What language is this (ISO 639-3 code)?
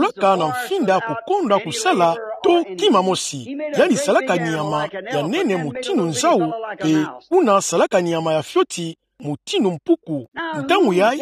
ktu